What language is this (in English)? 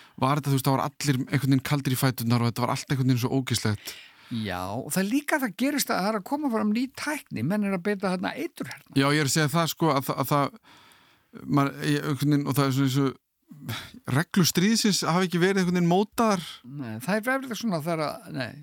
Icelandic